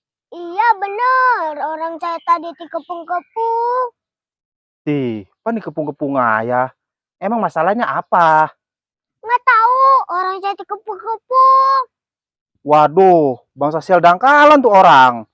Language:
Betawi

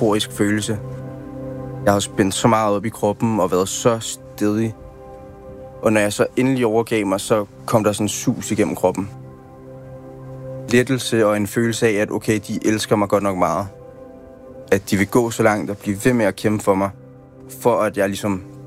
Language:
Danish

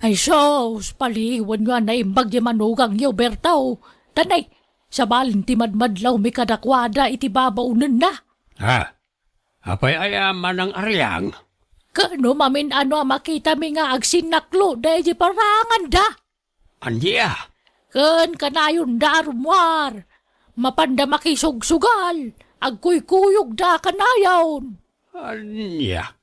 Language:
Iloko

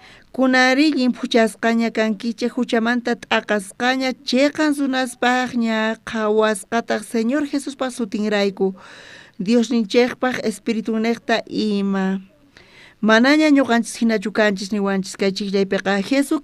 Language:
South Bolivian Quechua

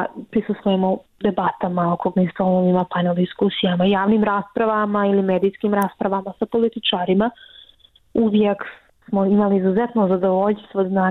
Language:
Bosnian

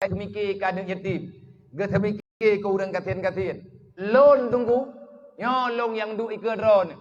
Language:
Achinese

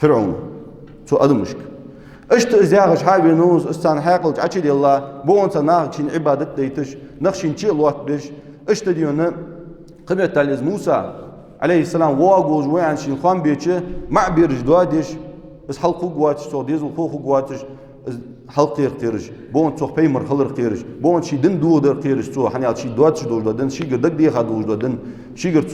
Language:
Ingush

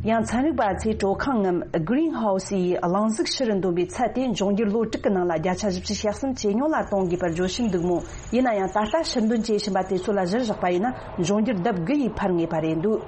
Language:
Tibetan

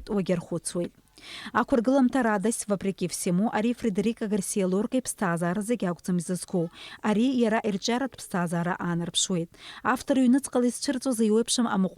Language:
Abkhazian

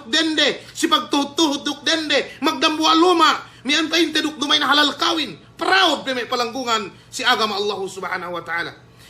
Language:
Yakan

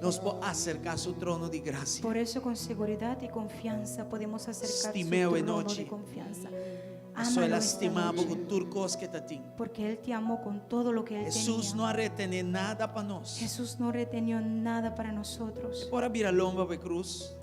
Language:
Papiamento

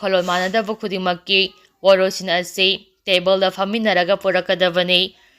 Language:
Manipuri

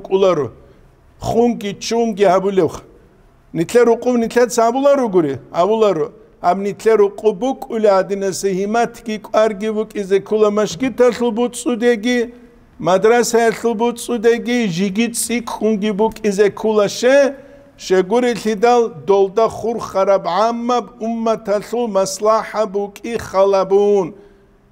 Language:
Avaric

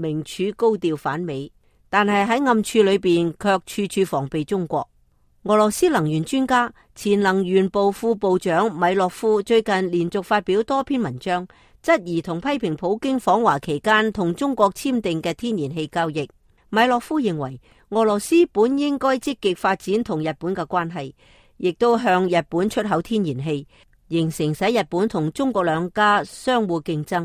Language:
Cantonese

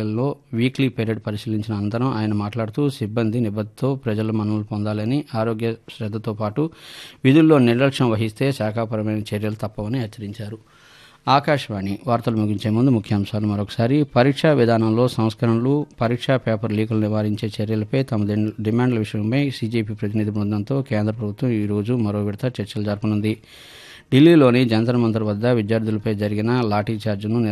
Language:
Telugu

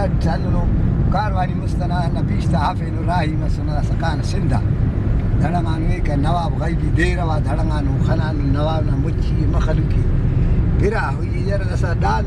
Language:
Brahui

